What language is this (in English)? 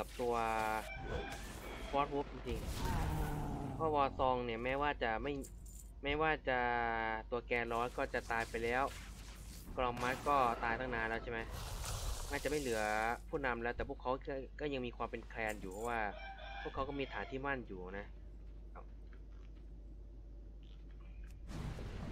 Thai